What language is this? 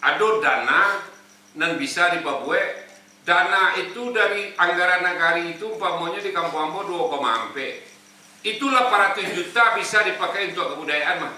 Minangkabau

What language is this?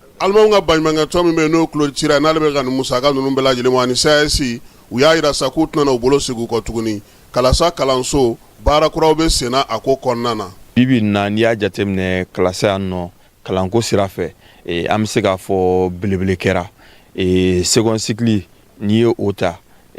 Bambara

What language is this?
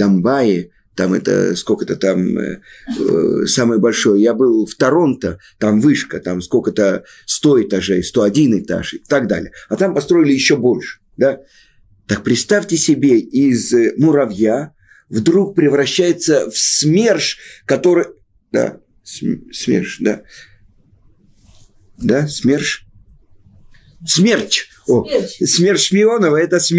Russian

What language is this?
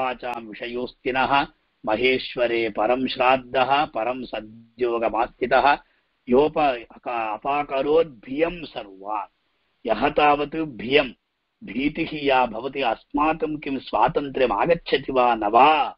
Sanskrit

